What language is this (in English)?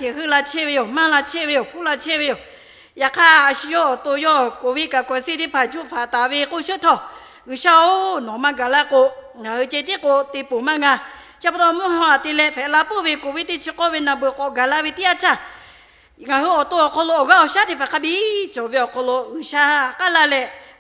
Lahu